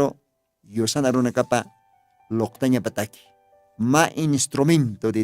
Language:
Aymara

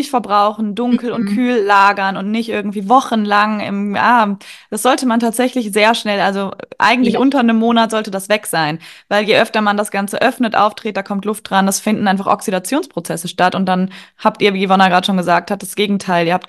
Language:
German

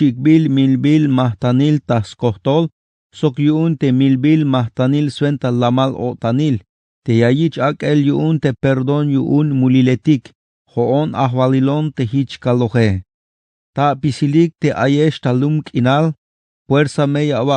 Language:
Tzeltal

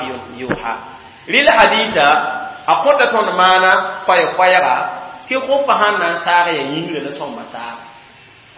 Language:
Mossi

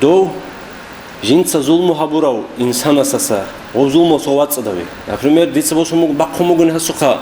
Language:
Avaric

